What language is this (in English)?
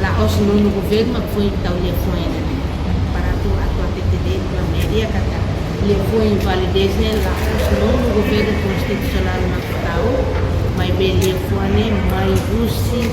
Tetum